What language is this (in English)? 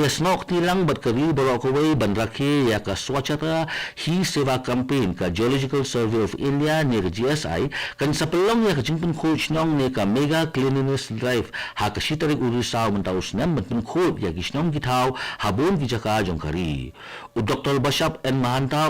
Khasi